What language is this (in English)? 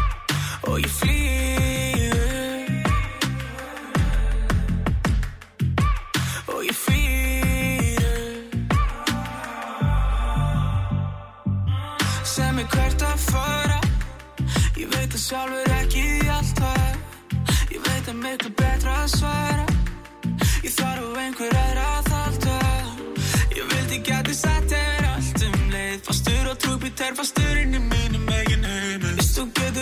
Icelandic